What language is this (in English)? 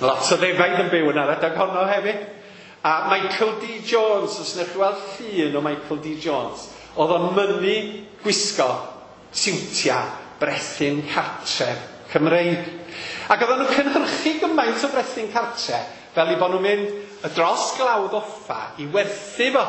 Welsh